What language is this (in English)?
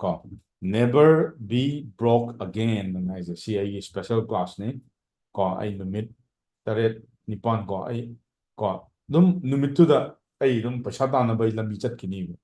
Manipuri